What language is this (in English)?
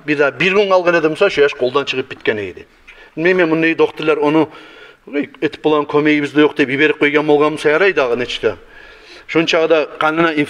Kumyk